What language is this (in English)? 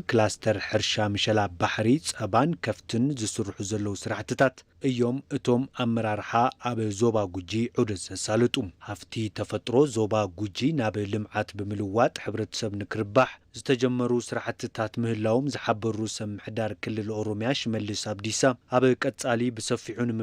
Tigrinya